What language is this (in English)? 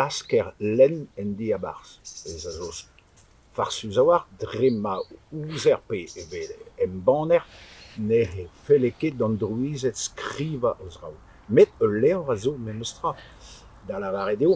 Breton